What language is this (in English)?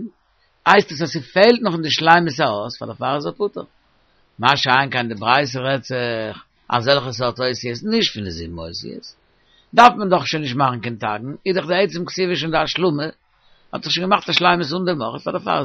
Yiddish